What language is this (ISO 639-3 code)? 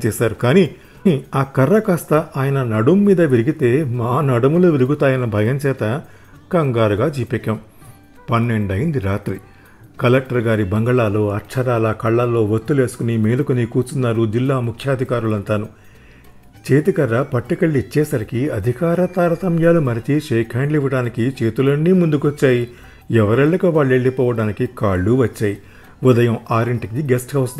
tel